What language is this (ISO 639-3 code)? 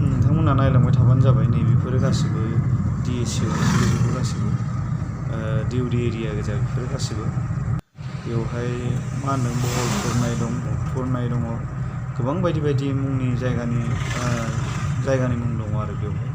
brx